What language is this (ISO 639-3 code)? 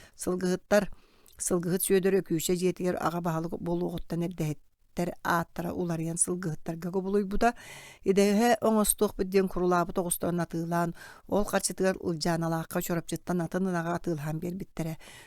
sah